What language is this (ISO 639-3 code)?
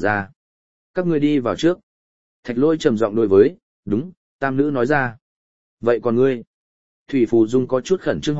vie